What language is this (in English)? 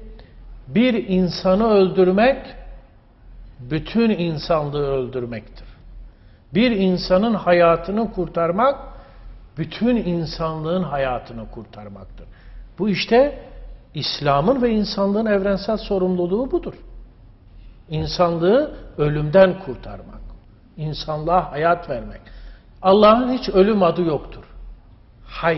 Turkish